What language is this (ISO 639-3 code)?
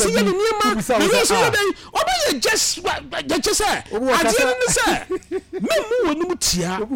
aka